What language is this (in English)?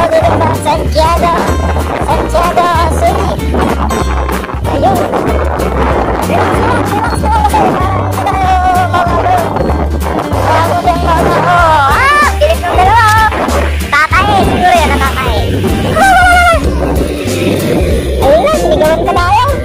Filipino